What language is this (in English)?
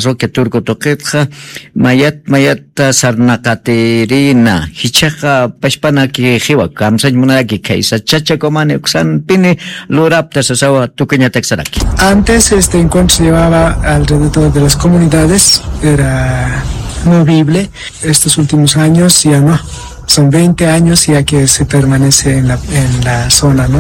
Aymara